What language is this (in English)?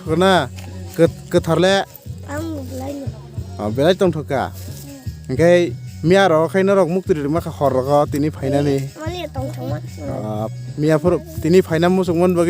Kok Borok